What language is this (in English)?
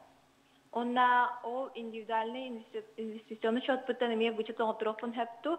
Yakut